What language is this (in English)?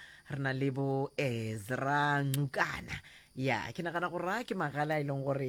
Northern Sotho